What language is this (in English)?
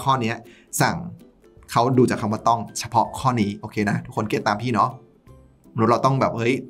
Thai